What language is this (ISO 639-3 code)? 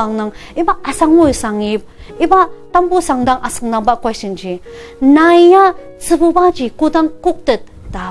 njo